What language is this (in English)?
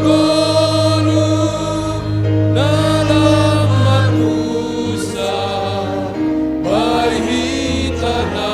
Batak Simalungun